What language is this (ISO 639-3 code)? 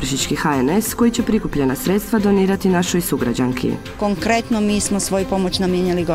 hrv